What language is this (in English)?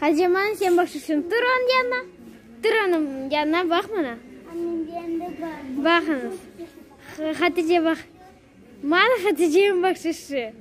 Crimean Tatar